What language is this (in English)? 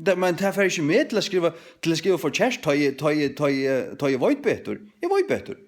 Faroese